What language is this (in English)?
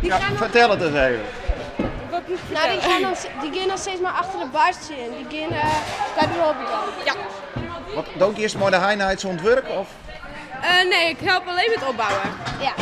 Western Frisian